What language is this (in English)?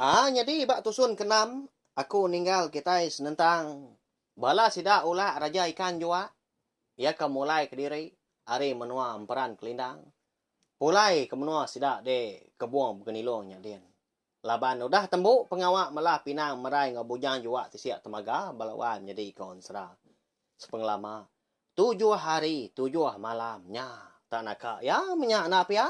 Iban